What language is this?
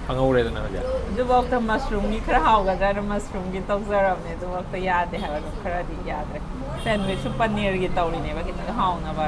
Manipuri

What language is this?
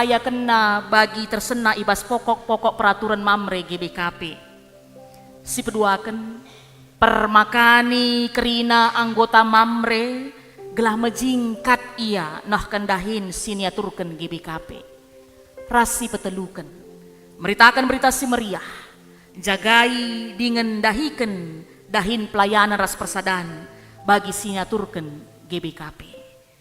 Batak Karo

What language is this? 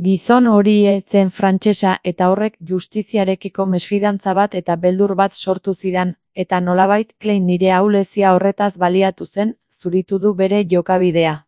Basque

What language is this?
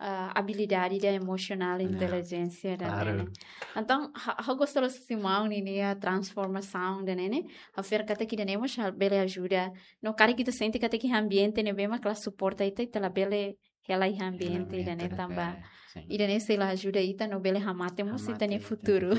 Tetum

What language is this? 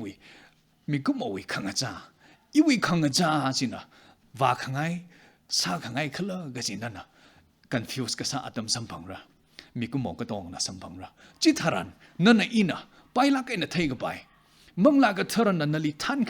Tangkhul Naga (India)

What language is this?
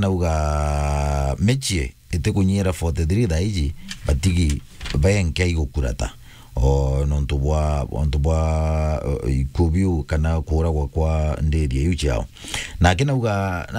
Meru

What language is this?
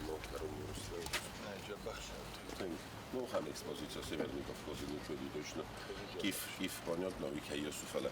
Ossetic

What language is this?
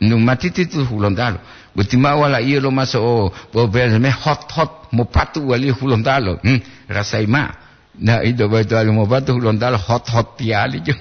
Gorontalo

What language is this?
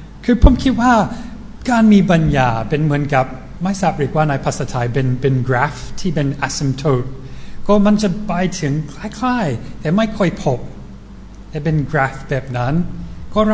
Thai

